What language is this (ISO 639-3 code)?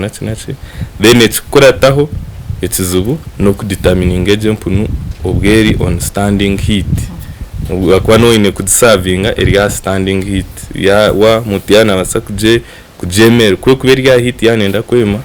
nyn